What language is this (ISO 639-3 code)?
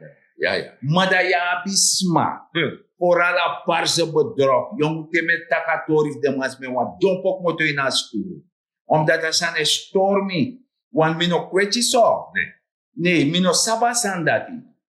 srn